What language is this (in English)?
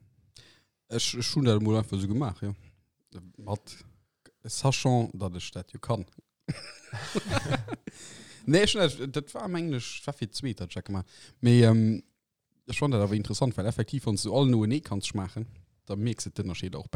Luxembourgish